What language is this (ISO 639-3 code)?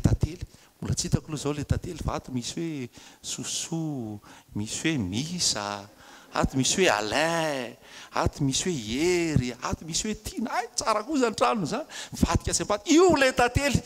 mlg